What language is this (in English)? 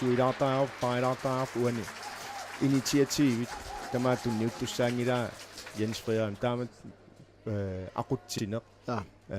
Kalaallisut